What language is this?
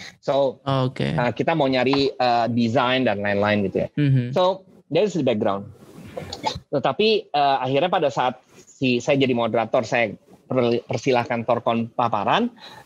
Indonesian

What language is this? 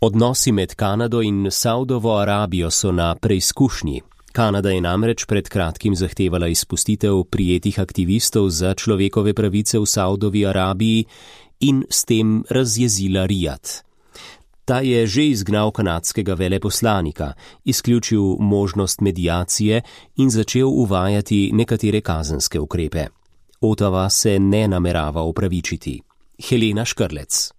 Slovenian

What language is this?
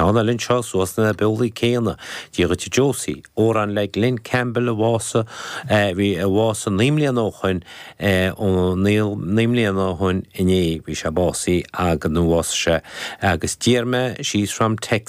Irish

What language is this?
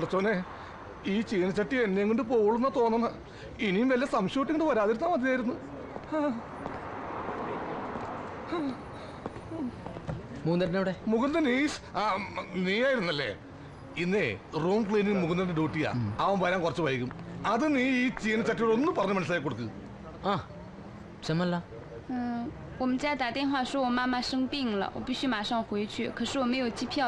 Malayalam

